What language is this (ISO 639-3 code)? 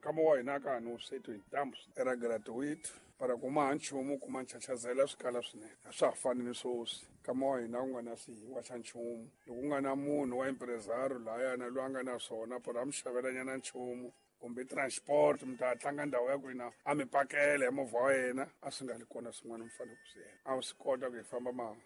tso